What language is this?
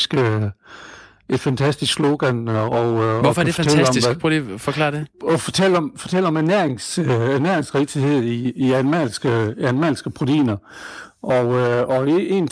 Danish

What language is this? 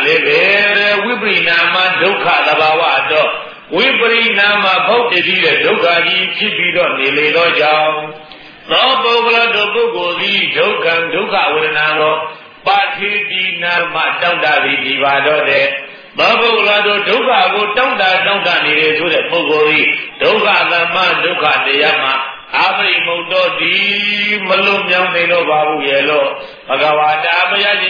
Burmese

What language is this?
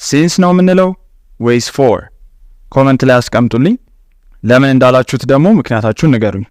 Amharic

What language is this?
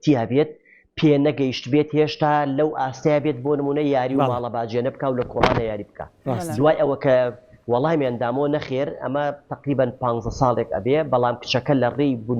Central Kurdish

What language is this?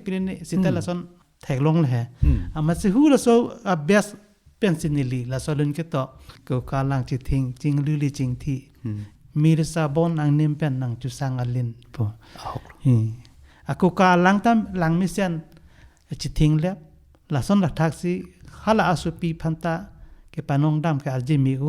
Karbi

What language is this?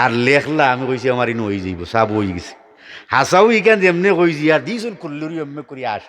Sylheti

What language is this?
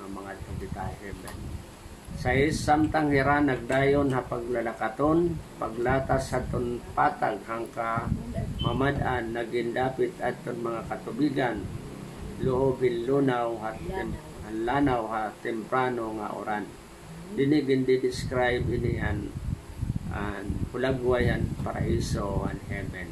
Waray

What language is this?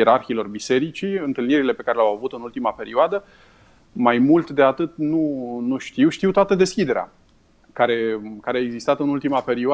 Romanian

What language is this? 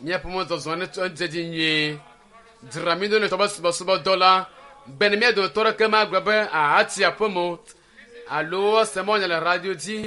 Ewe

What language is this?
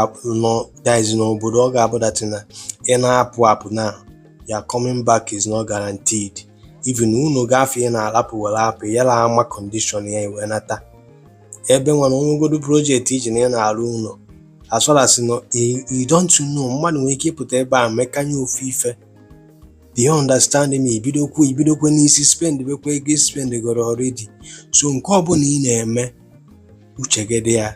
Igbo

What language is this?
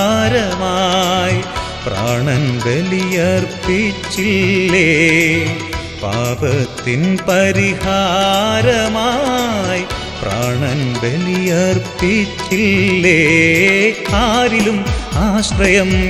Malayalam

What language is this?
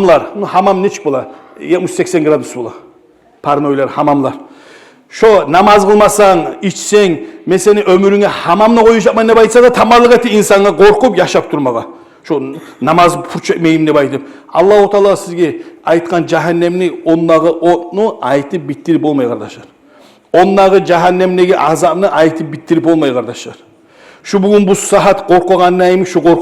Kumyk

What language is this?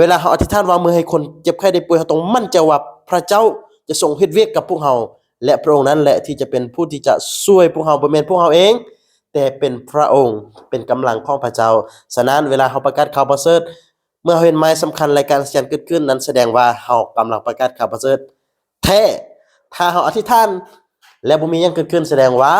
Lao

